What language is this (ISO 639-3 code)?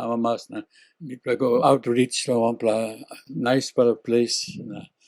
tpi